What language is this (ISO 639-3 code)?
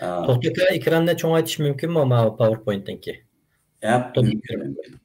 uig